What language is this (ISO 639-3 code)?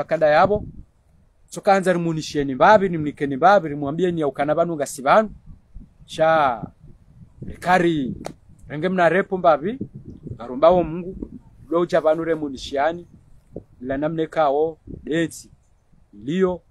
swa